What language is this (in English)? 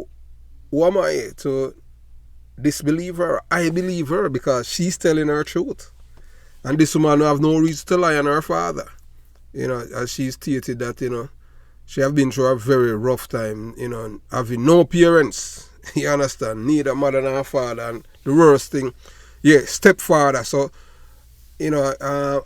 Jamaican Creole English